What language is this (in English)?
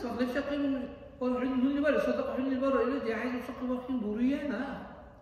Dargwa